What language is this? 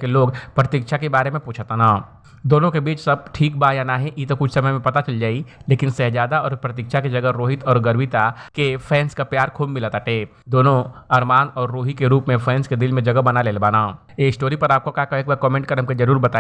Bhojpuri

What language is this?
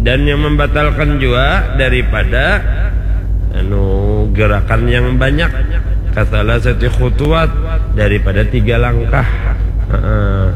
Banjar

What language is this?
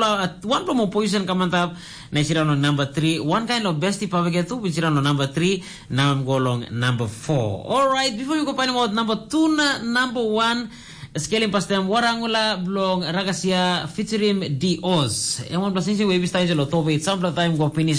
Tok Pisin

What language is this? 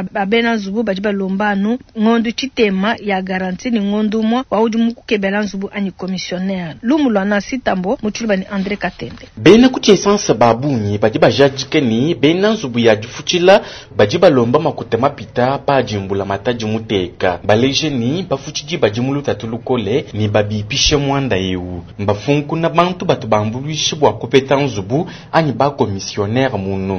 Luba-Lulua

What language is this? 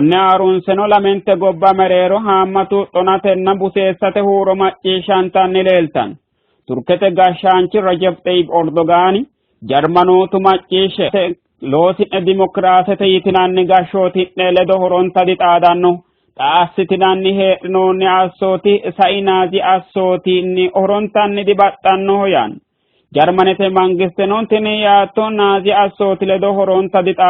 Sidamo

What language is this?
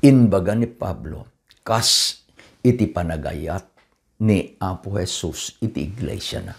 Iloko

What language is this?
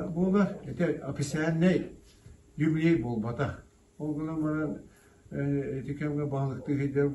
Yakut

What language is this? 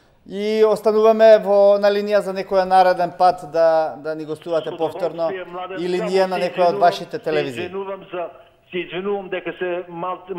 Macedonian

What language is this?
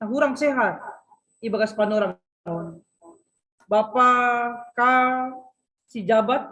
Batak Simalungun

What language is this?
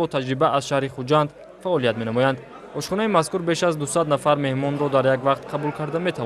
Tajik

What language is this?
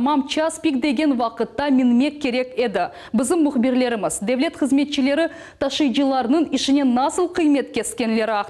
Crimean Tatar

